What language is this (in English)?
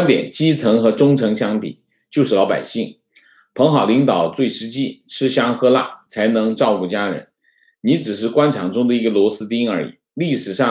Chinese